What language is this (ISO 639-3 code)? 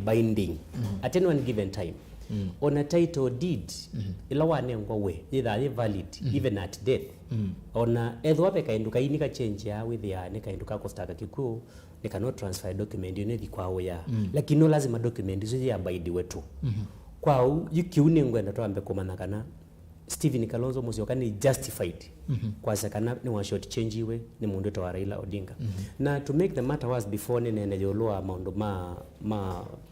kam